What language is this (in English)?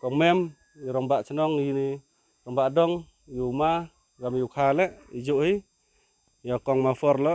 Khasi